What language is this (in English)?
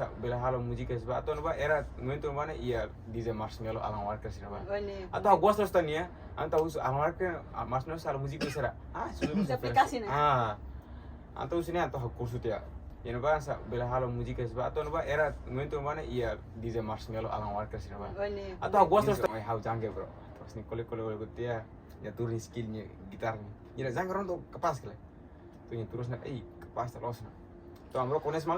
Tetum